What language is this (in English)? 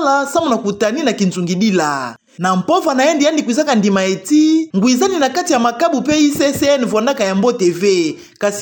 Kituba (Democratic Republic of Congo)